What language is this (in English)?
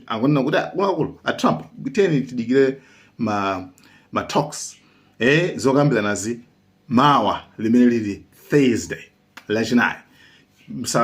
Nyanja